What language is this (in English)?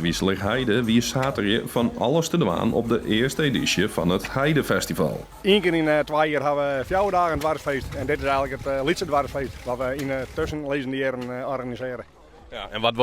Western Frisian